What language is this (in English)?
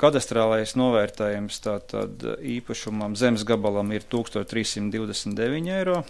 Latvian